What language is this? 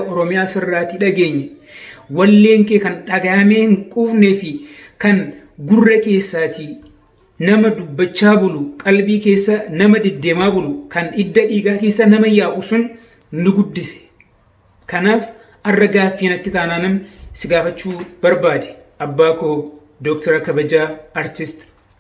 Oromo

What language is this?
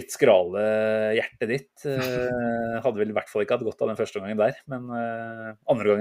Norwegian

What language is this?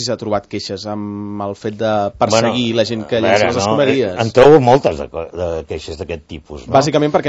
Catalan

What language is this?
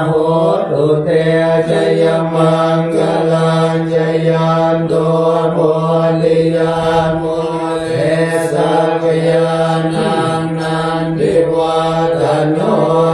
Pali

